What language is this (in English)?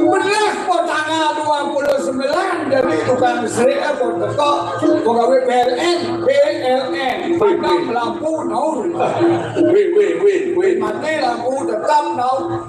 Balinese